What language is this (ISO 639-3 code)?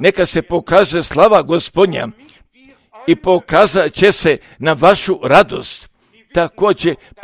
hrv